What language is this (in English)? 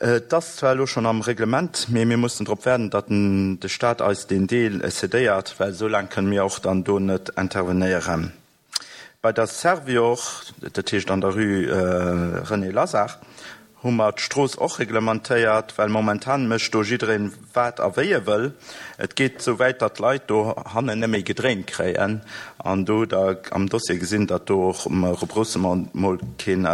Luxembourgish